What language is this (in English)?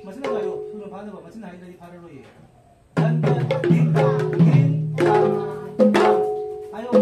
Manipuri